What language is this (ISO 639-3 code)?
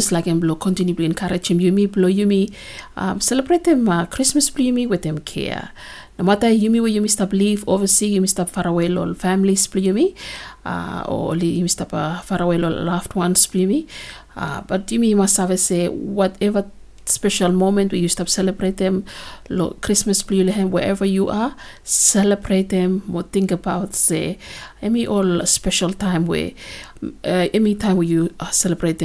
bis